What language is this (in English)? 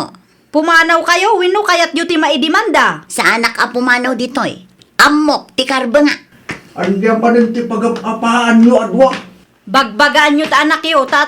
Iloko